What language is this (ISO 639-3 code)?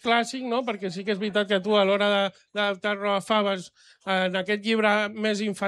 cat